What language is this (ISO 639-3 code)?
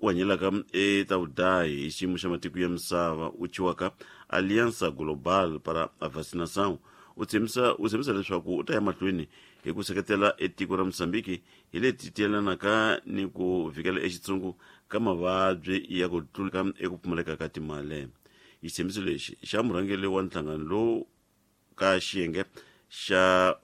tso